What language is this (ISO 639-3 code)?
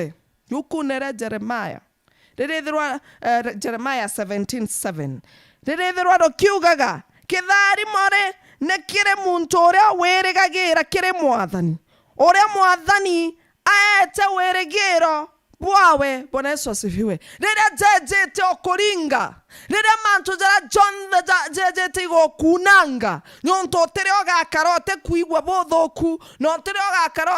mer